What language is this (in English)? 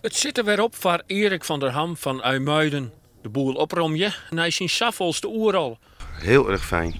Western Frisian